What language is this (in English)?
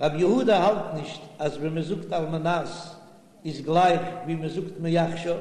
Yiddish